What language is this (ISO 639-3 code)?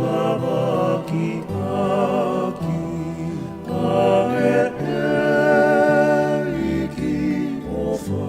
ton